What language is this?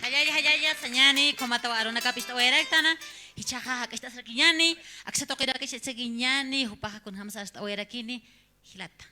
Aymara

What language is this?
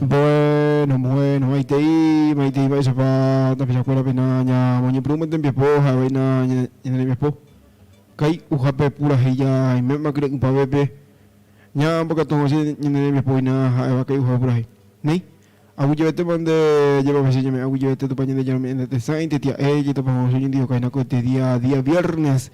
Guarani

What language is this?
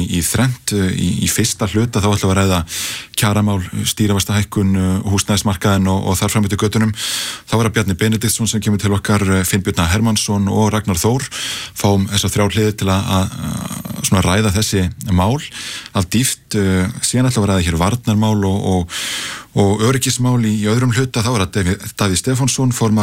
Icelandic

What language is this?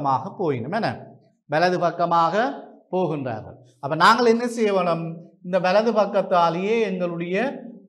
Tamil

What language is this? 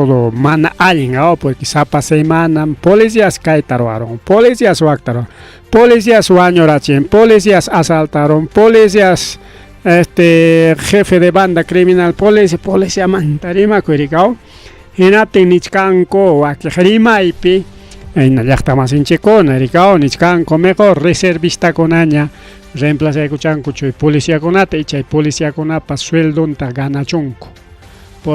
Ayacucho Quechua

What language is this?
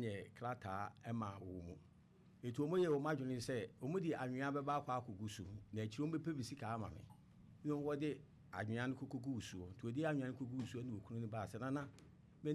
Akan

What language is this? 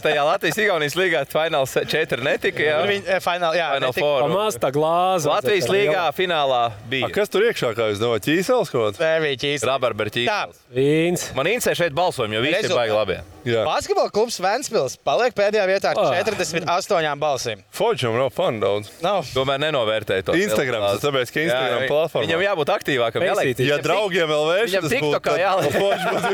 Latvian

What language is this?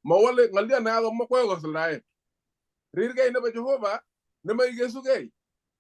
Kalenjin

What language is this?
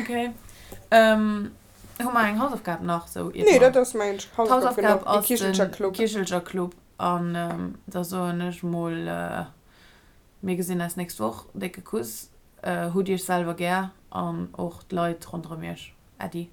Luxembourgish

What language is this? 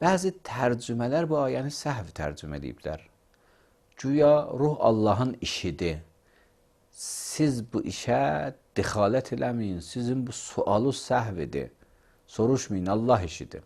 Azerbaijani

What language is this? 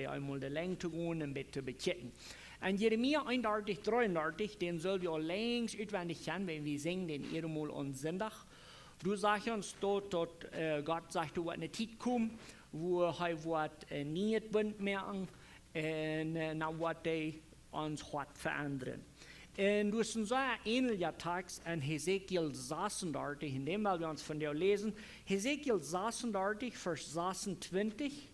Plautdietsch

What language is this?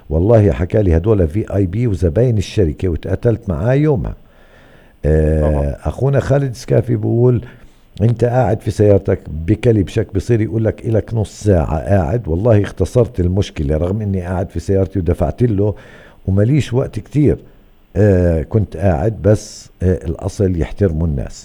North Levantine Arabic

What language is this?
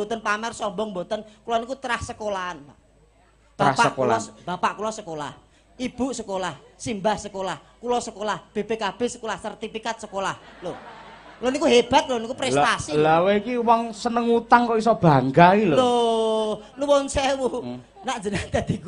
Javanese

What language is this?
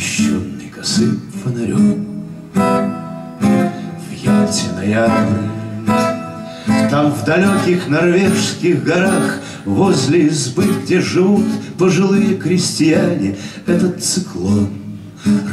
Russian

